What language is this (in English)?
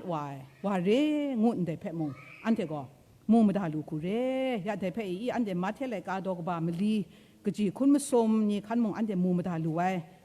Kachin